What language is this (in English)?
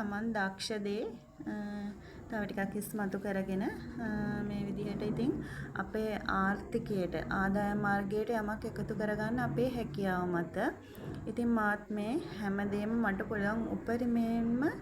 Sinhala